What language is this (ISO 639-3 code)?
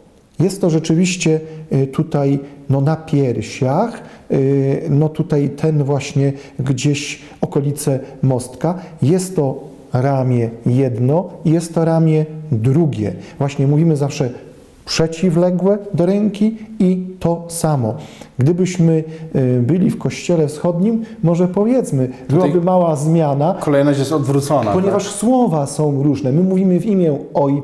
pol